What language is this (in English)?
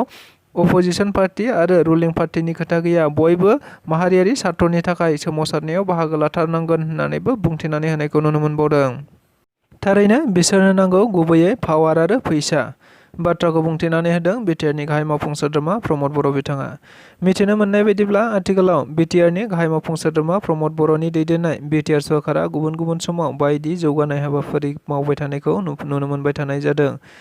Bodo